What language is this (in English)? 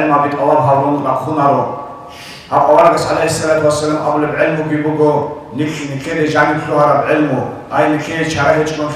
Avaric